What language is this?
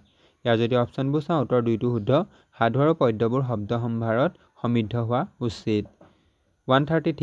Assamese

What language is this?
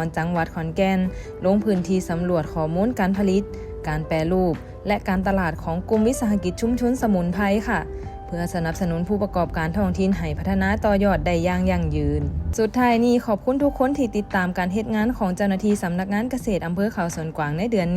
Lao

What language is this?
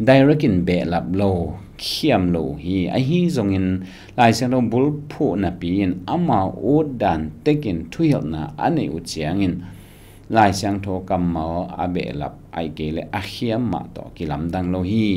Tedim Chin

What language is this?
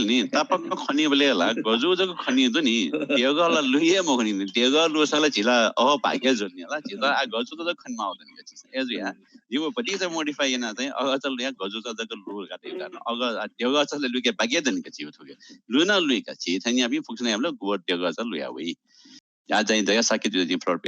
Newari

